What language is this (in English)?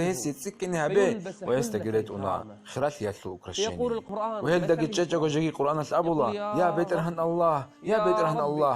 Avaric